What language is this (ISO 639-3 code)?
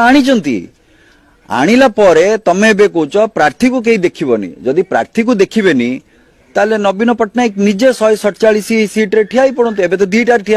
ori